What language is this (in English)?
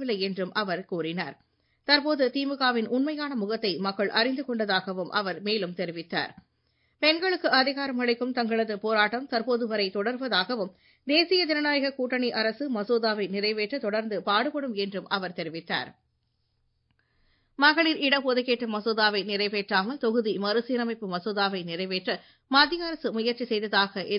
Tamil